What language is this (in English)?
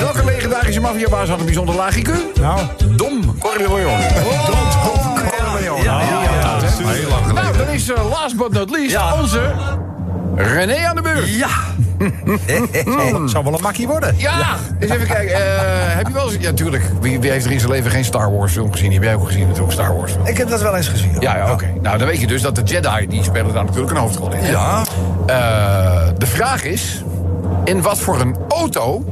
Dutch